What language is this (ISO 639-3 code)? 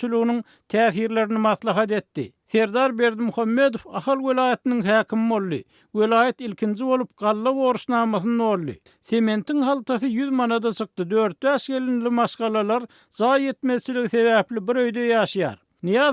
tuk